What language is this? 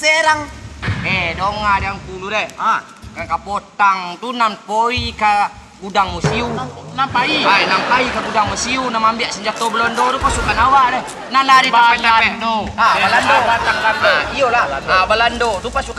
Minangkabau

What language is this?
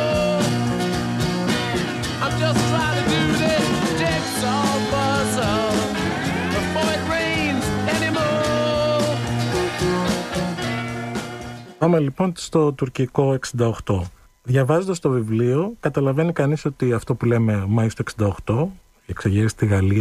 Greek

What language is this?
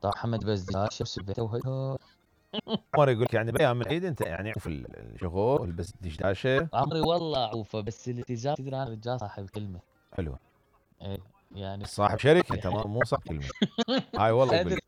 Mesopotamian Arabic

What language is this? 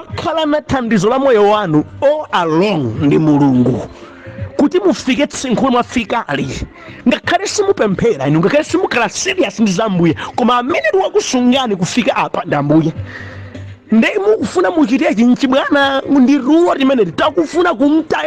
Nyanja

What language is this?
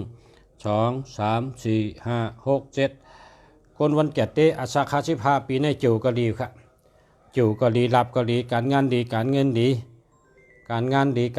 Shan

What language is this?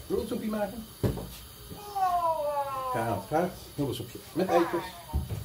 Dutch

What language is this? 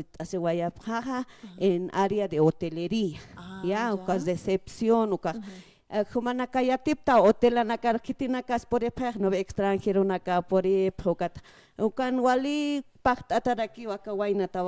Aymara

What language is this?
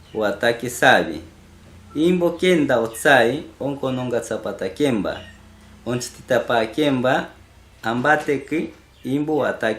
Machiguenga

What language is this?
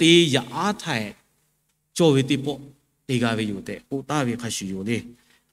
Lahu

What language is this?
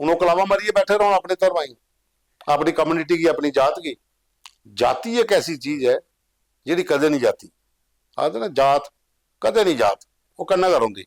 Dogri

